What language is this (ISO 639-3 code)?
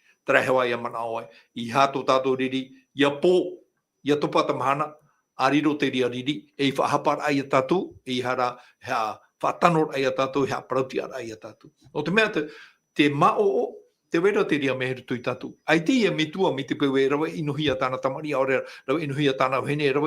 tah